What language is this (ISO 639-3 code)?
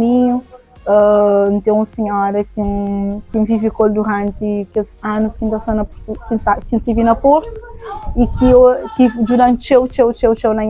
kea